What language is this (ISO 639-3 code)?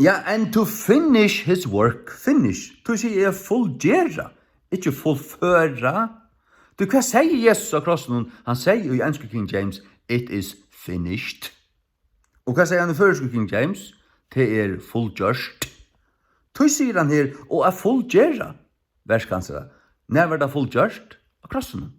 fao